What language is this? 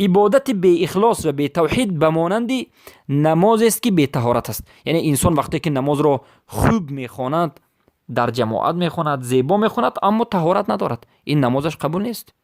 Persian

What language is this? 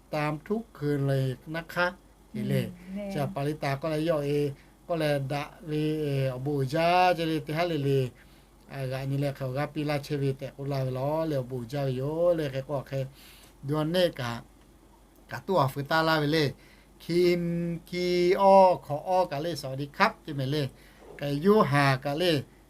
Lahu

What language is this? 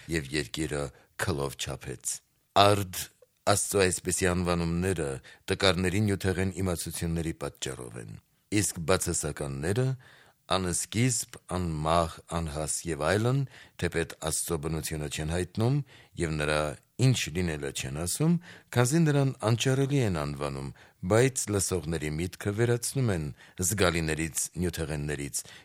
Armenian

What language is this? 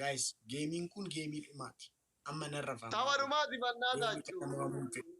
Oromo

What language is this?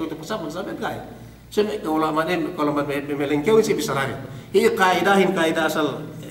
Yakan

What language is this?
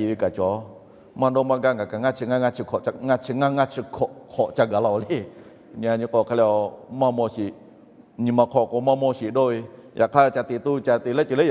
Lahu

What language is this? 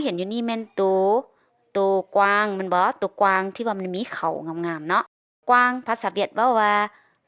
Lao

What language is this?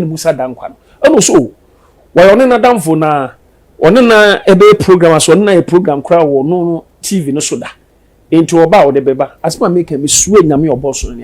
Akan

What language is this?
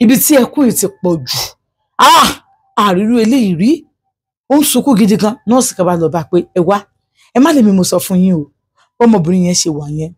Yoruba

